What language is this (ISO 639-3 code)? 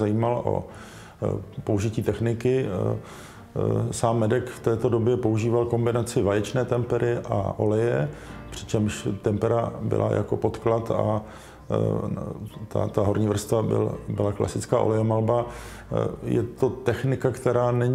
ces